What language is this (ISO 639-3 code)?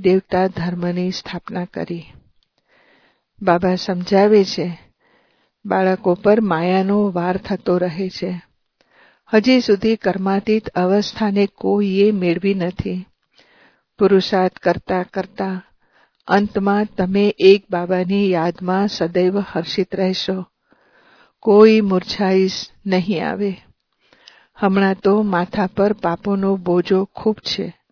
guj